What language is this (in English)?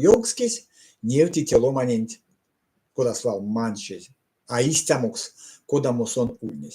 Erzya